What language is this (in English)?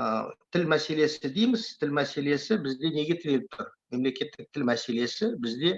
Kazakh